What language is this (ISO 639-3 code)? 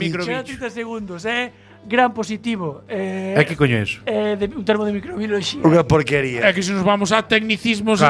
glg